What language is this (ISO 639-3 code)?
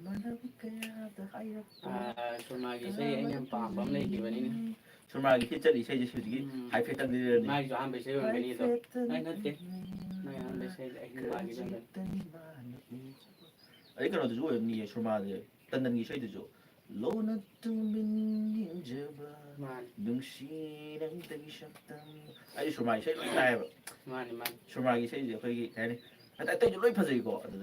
mni